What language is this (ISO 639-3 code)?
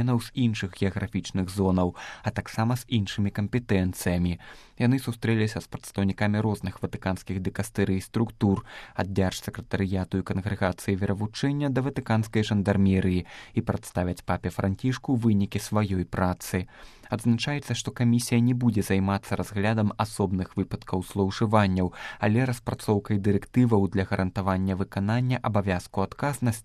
bel